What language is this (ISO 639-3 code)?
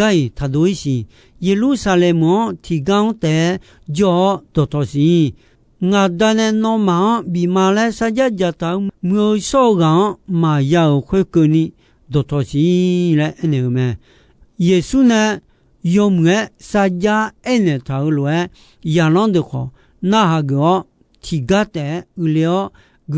ahk